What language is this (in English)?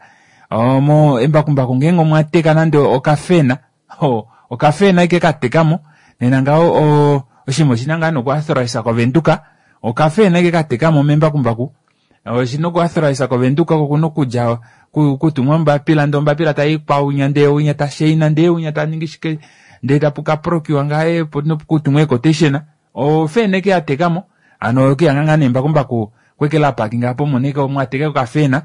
Kuanyama